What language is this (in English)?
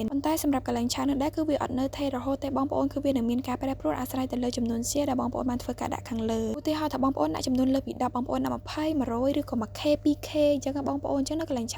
Khmer